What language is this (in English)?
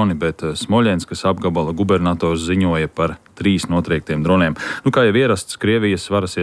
Latvian